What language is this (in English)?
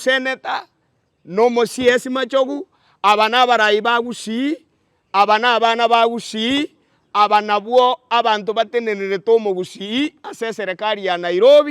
Gusii